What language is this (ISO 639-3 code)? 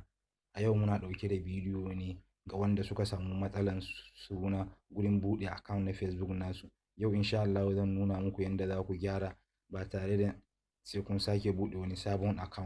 hau